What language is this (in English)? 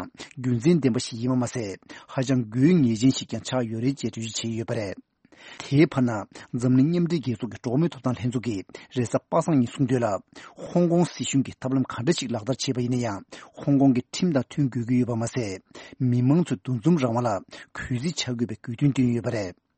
Tibetan